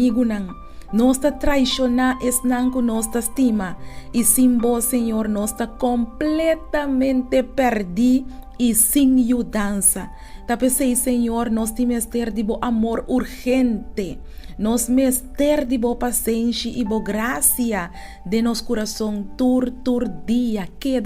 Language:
Papiamento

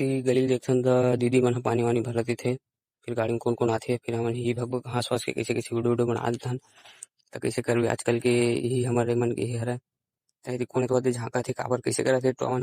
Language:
Chhattisgarhi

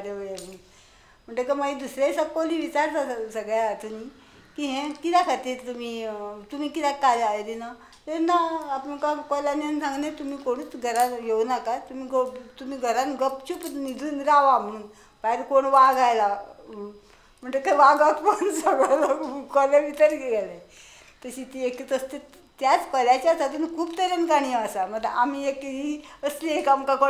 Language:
Konkani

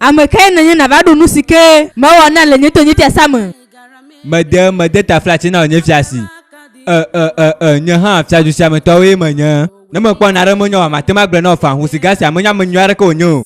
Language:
Ewe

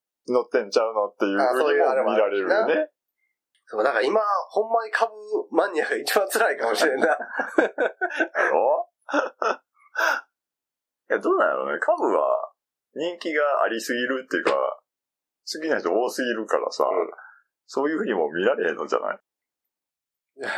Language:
Japanese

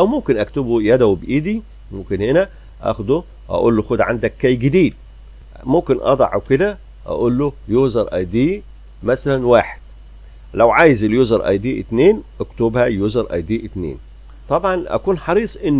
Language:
Egyptian Arabic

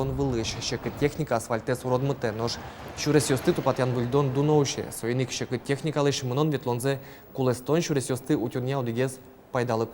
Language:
Udmurt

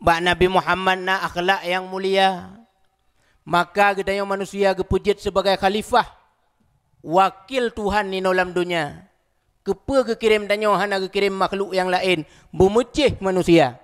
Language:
Achinese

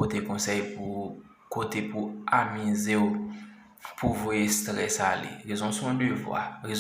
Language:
Haitian Creole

